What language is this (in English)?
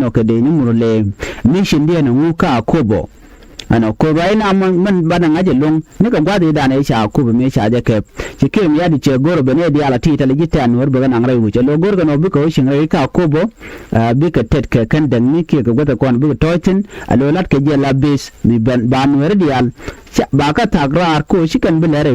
Nuer